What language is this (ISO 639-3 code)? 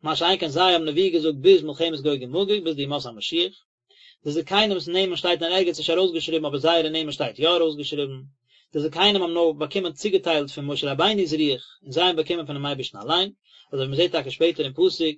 yid